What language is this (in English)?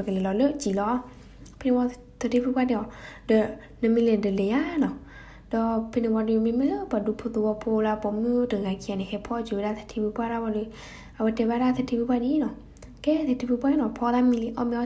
S'gaw Karen